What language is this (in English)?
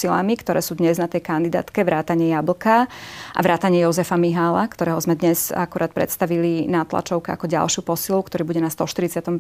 Slovak